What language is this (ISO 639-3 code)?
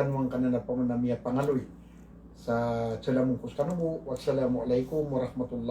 mrw